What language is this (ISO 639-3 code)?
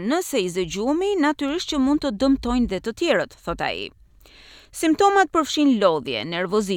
sqi